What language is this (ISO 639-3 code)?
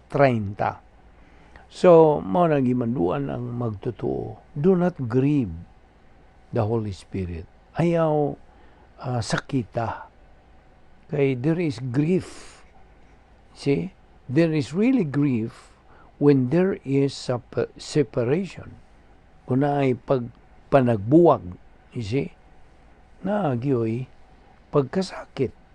ceb